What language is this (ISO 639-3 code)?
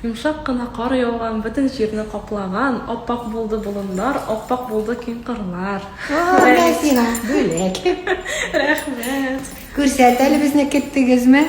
tat